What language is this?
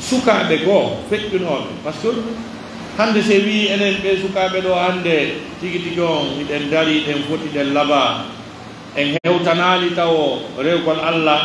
Pular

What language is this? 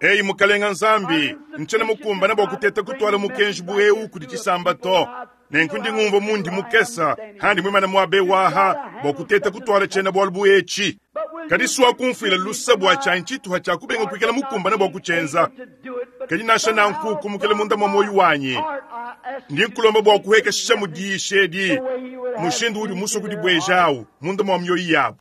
Luba-Lulua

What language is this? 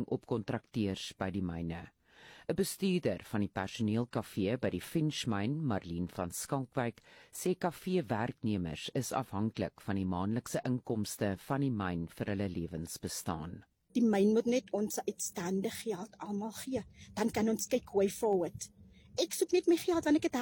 Afrikaans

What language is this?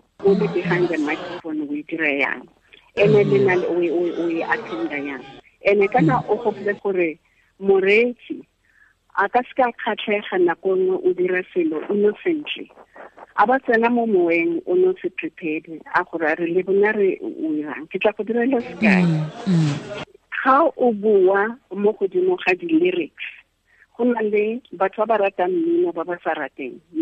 Tswana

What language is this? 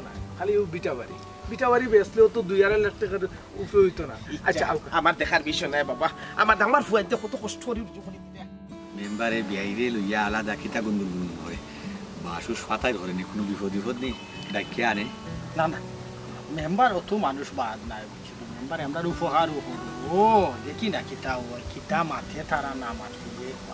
Sylheti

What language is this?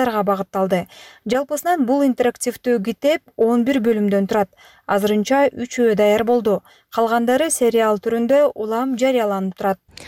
Kyrgyz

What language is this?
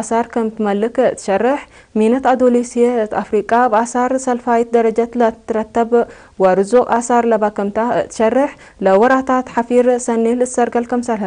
Tigre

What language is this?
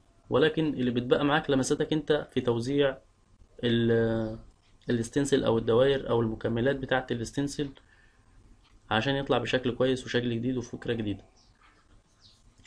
Egyptian Arabic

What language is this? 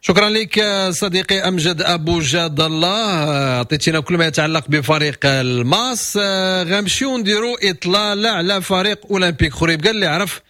Moroccan Arabic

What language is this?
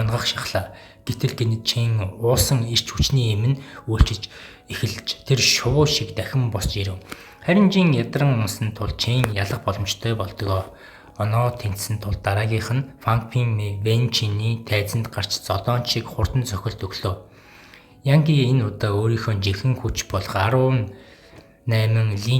Mongolian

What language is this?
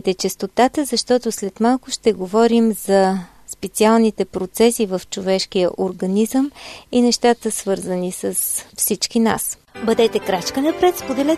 Bulgarian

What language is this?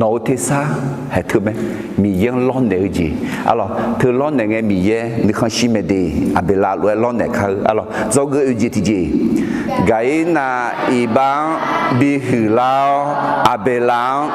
Akha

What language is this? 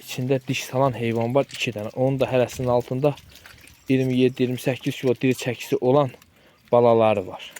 Azerbaijani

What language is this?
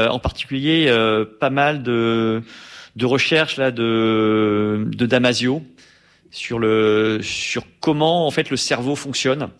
French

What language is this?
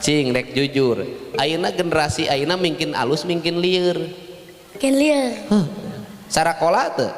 Sundanese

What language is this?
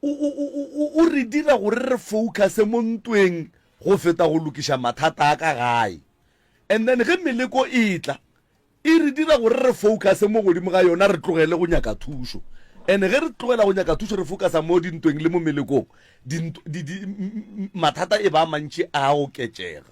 Northern Sotho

